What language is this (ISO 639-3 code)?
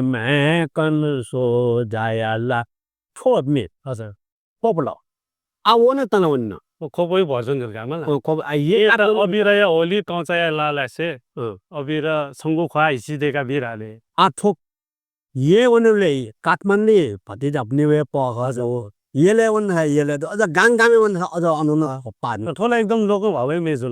new